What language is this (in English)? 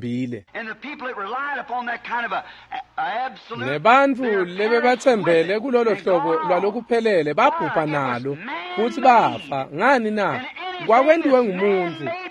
Swati